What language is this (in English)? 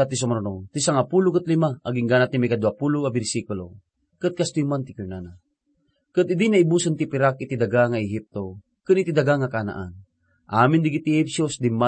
Iloko